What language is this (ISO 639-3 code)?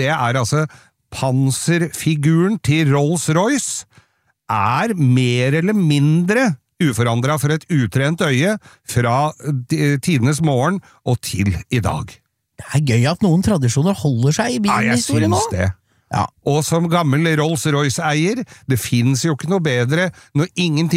nor